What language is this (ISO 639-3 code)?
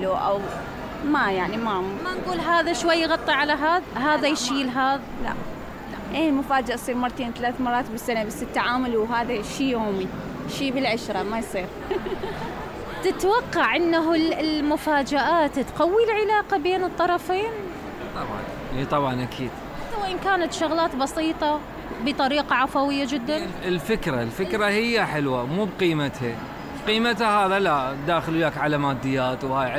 acm